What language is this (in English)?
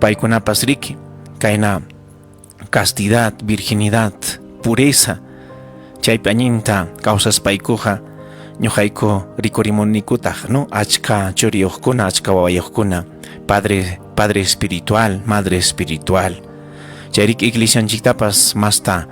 Ayacucho Quechua